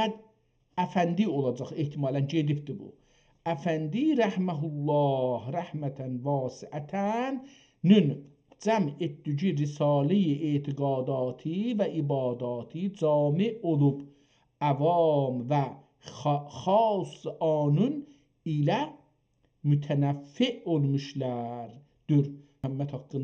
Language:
South Azerbaijani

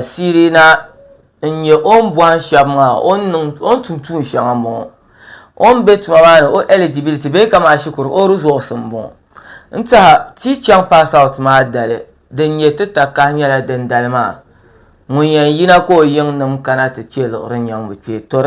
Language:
Dagbani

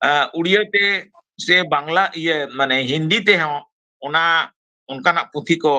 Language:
Santali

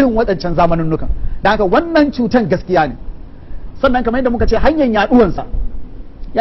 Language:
Hausa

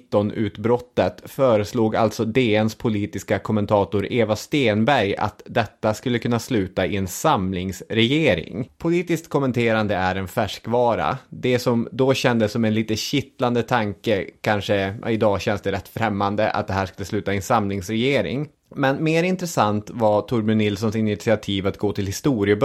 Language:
Swedish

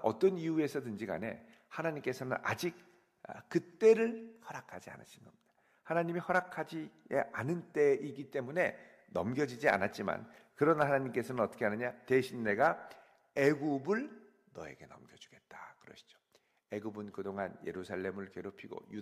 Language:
Korean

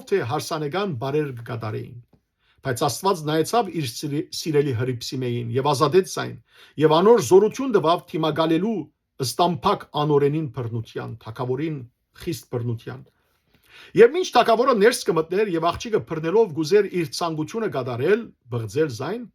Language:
Western Armenian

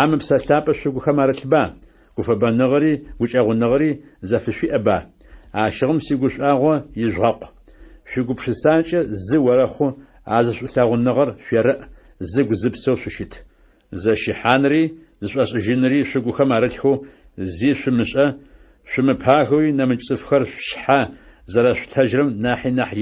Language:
Adyghe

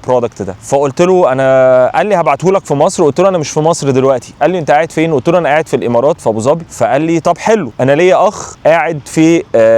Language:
Egyptian Arabic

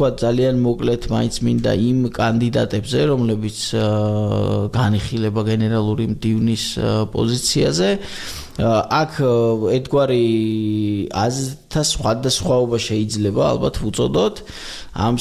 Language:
Georgian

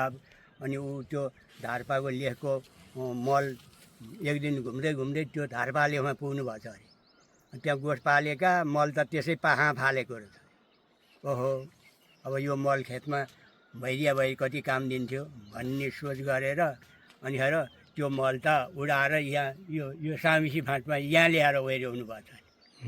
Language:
Nepali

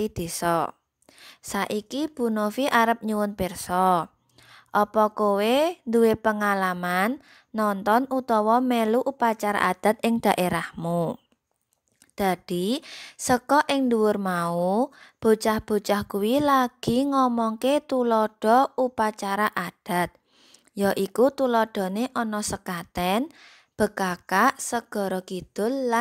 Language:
Javanese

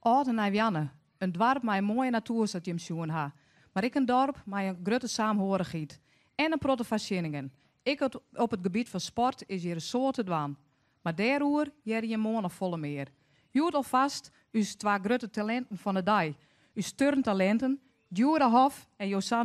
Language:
Western Frisian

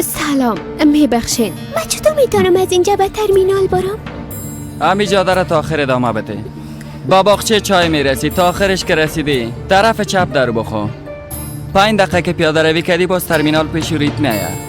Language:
Persian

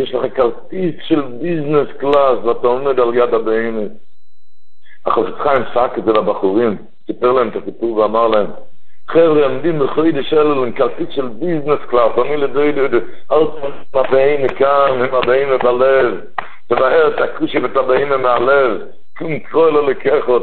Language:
Hebrew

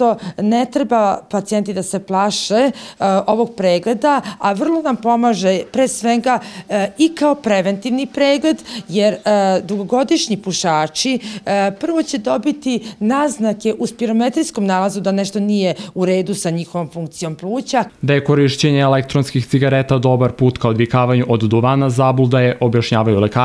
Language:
Serbian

